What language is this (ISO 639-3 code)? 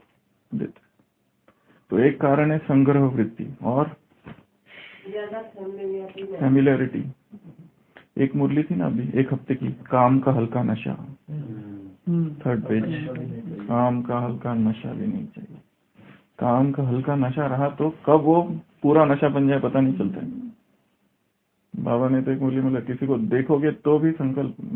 hin